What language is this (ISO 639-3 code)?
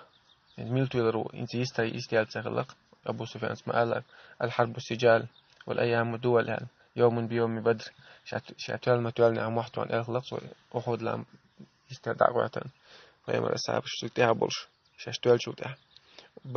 che